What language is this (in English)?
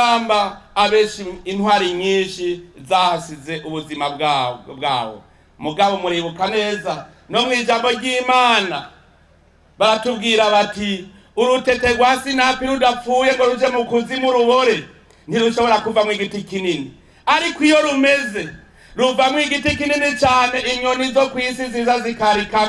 Rundi